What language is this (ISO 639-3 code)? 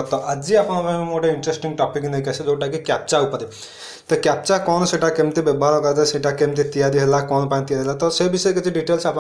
ori